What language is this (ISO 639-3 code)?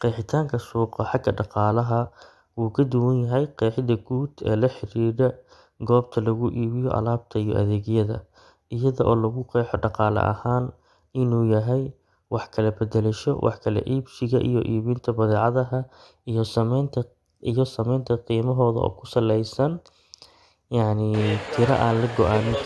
som